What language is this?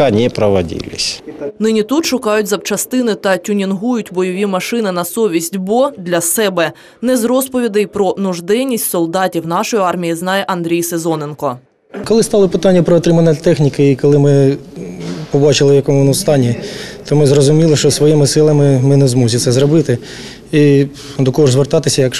Ukrainian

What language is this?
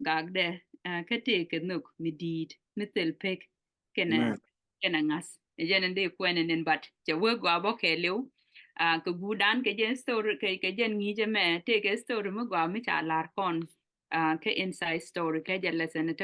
Nuer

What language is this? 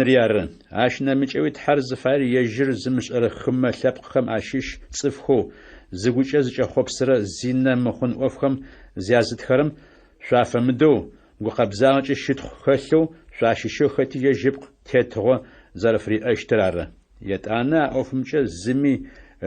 Adyghe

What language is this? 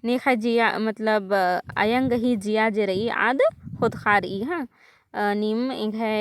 Kurukh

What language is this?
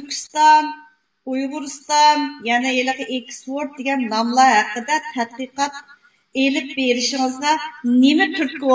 Uyghur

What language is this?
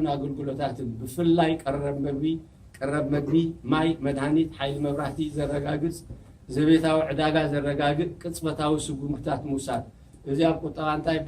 Tigrinya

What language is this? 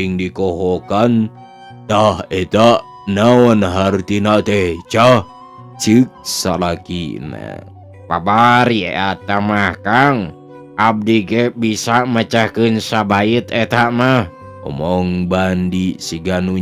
Sundanese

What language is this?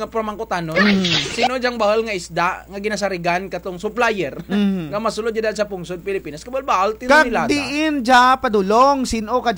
Kinaray-a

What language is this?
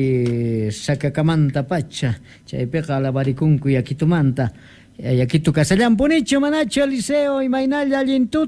South Bolivian Quechua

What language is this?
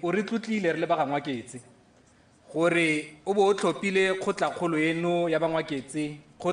Tswana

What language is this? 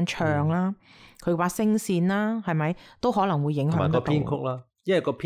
Cantonese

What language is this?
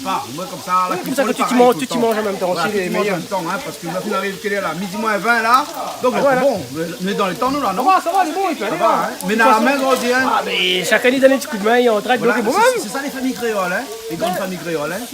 Réunion Creole French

